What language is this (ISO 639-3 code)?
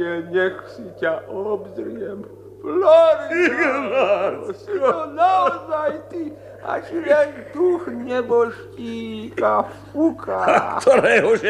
slk